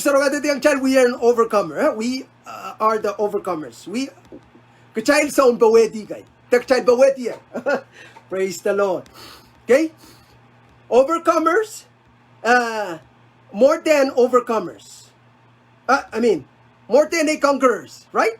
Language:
Pohnpeian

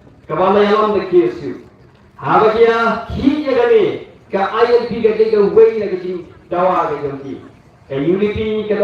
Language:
Khasi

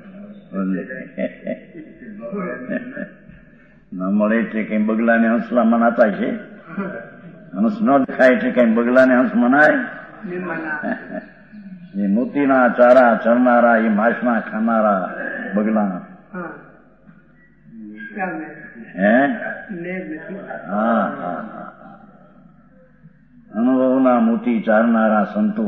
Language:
Gujarati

